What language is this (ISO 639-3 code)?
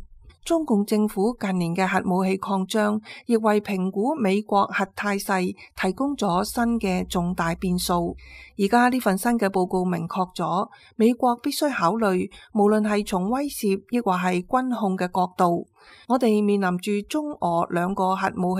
yue